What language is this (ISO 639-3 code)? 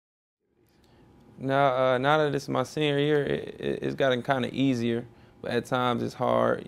eng